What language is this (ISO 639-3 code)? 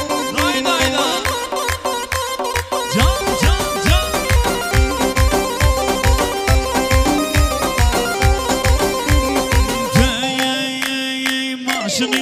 tur